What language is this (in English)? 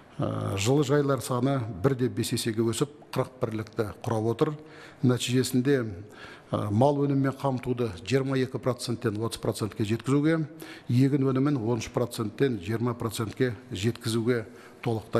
Kazakh